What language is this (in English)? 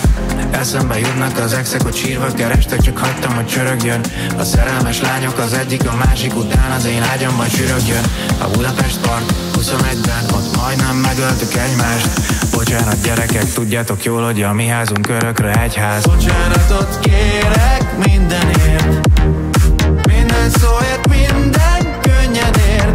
Hungarian